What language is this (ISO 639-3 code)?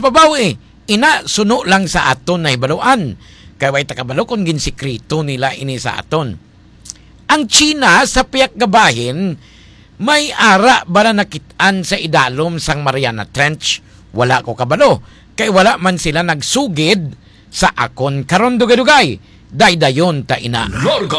hil